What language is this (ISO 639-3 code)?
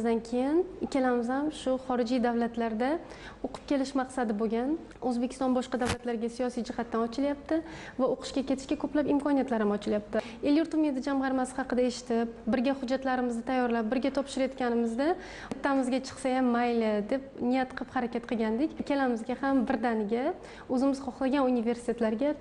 uzb